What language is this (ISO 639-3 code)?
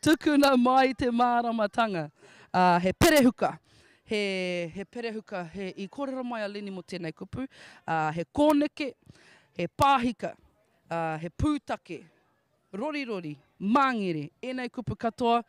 mri